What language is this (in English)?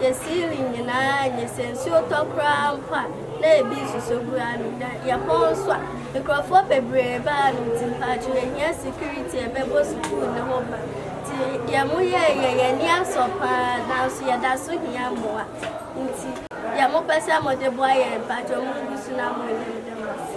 Akan